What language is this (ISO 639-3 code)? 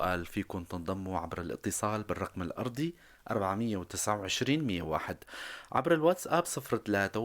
apc